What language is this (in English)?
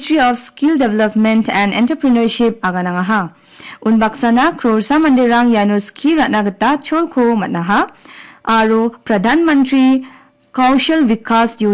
Garo